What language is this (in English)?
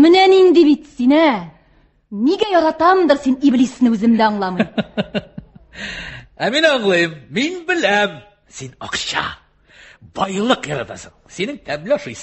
Tatar